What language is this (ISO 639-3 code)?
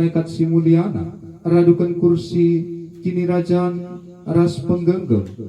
btx